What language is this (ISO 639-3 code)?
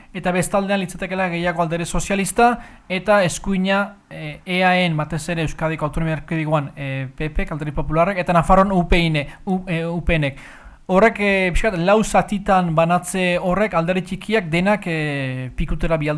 eus